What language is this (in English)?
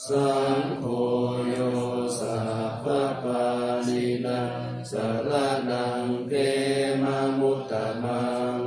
Pali